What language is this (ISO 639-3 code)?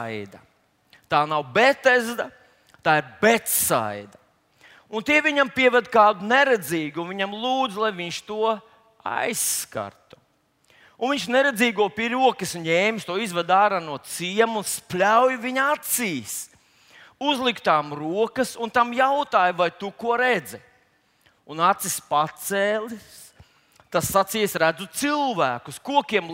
lav